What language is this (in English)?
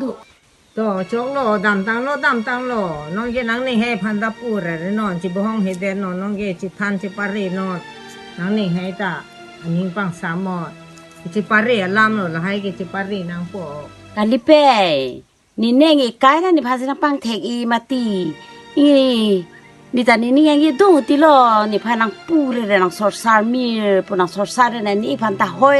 Karbi